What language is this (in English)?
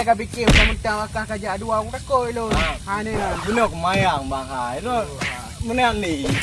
Achinese